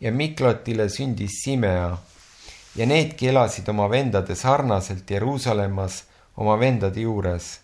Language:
Estonian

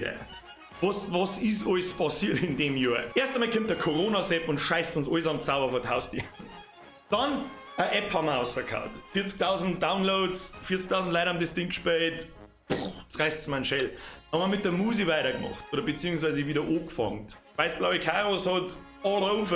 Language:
Bavarian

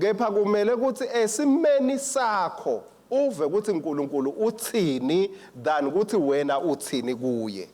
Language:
Swati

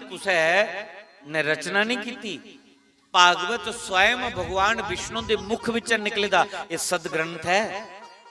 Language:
Dogri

